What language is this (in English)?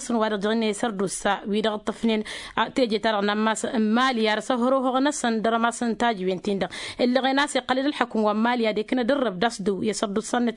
Tamasheq